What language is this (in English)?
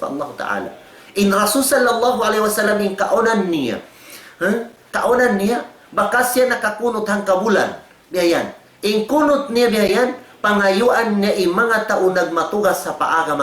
Tausug